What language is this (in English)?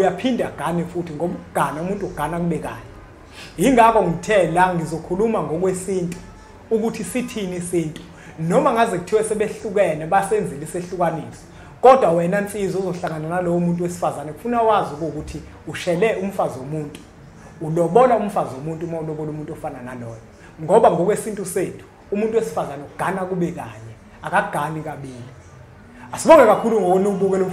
Zulu